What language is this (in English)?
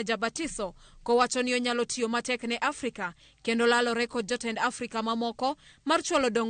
Luo (Kenya and Tanzania)